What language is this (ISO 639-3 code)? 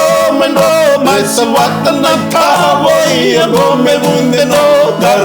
fij